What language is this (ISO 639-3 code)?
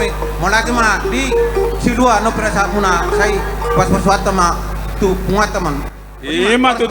bbc